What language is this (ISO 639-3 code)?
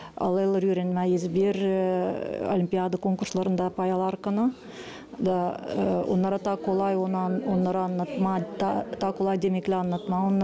gag